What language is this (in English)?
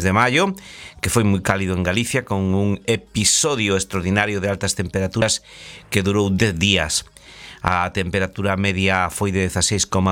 Galician